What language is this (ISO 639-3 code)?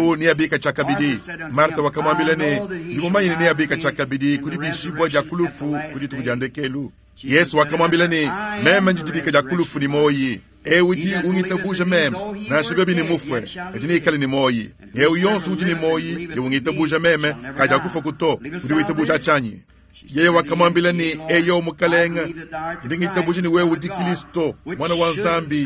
lua